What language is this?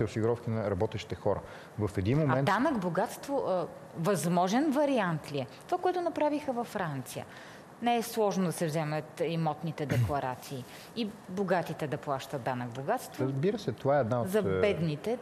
Bulgarian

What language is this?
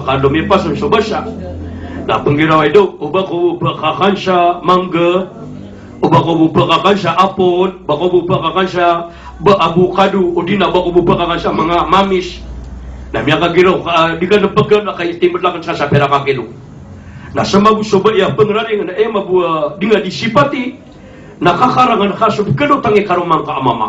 Maranao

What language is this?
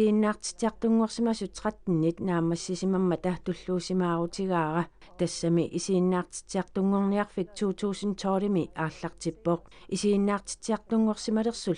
Kalaallisut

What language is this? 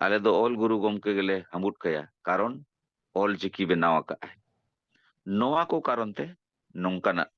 Santali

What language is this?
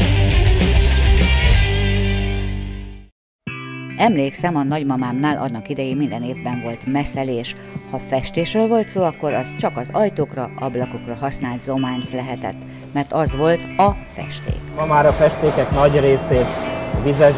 Hungarian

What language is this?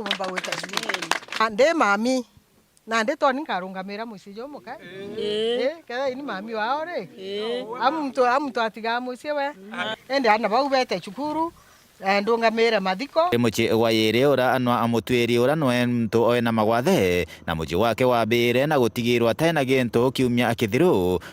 Meru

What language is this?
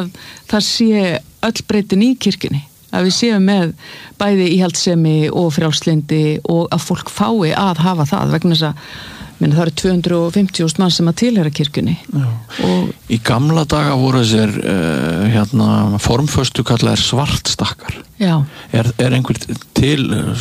Icelandic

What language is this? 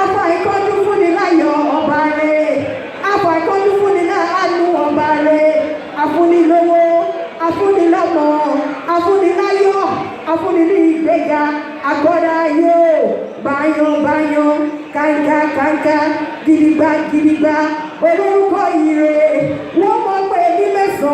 Yoruba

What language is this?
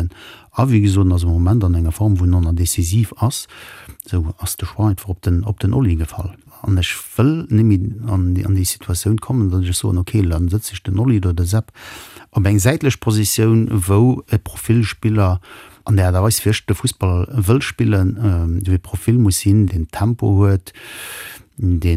Luxembourgish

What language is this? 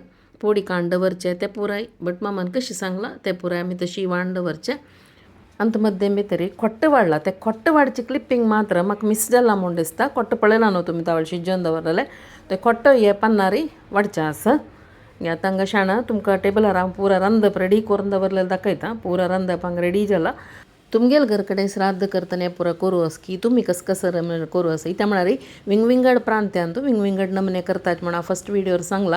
Konkani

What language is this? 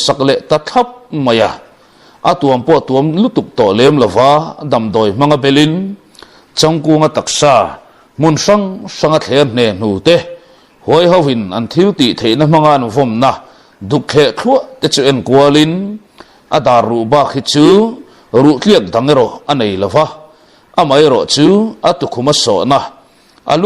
Mizo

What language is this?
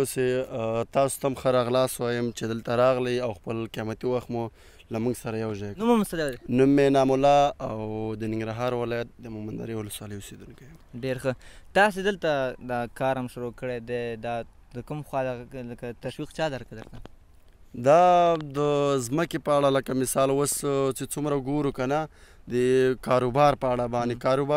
Pashto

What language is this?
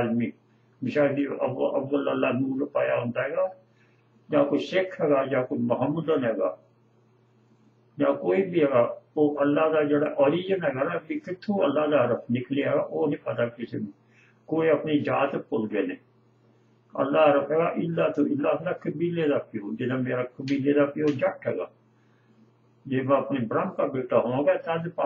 Punjabi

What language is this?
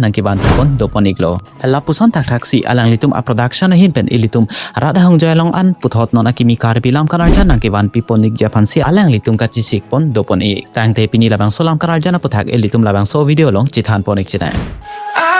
Karbi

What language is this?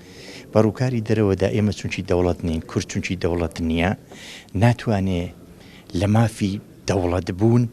Central Kurdish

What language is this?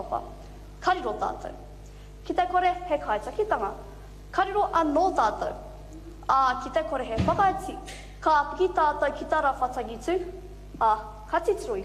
Māori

